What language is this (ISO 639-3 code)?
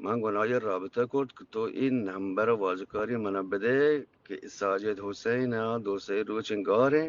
bgp